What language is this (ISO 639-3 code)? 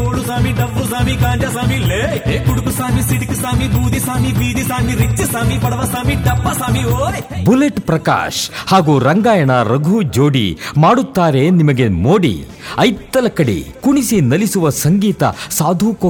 kan